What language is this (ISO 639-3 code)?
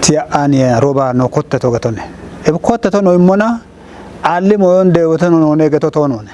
kbr